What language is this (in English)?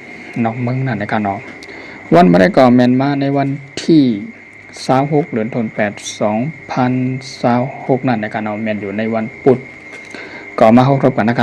Shan